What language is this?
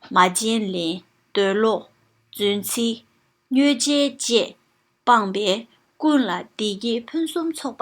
Tibetan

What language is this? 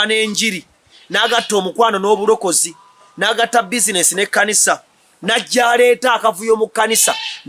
Ganda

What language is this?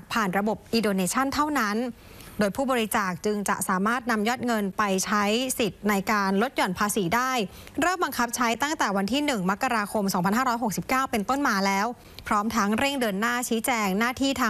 Thai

